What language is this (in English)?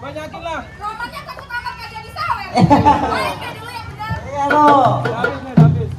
Betawi